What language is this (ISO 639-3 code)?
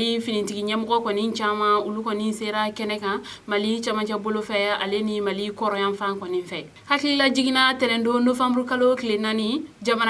bam